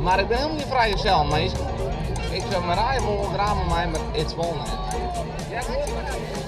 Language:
Western Frisian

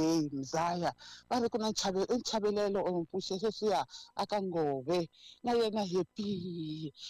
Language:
Tsonga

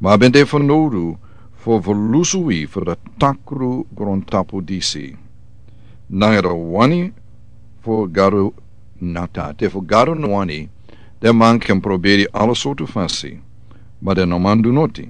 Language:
Sranan Tongo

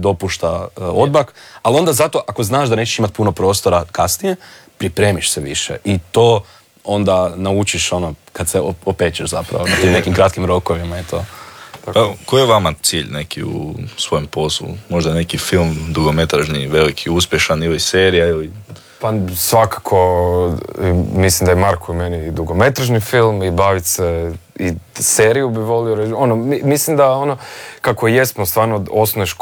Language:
Croatian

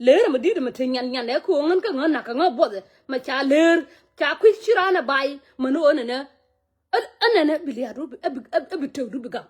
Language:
Nuer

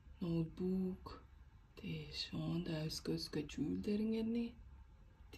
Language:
Tuvinian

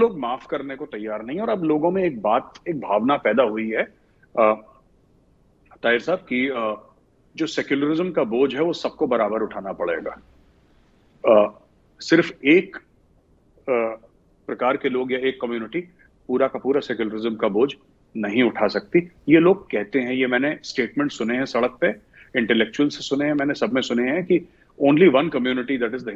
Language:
Hindi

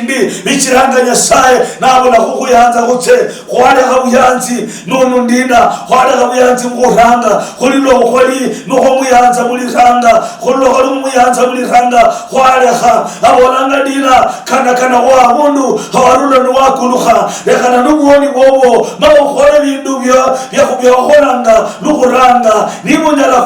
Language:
Luyia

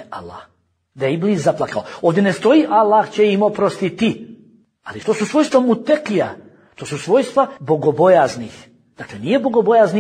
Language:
Bosnian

